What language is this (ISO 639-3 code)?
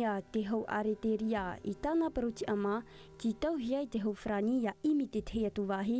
tah